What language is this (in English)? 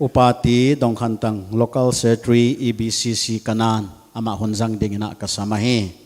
Paite Chin